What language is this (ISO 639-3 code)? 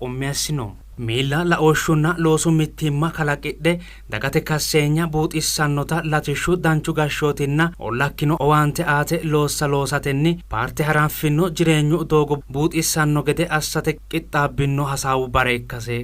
sid